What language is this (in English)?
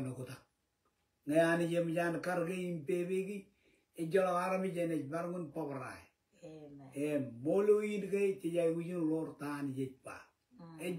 Marshallese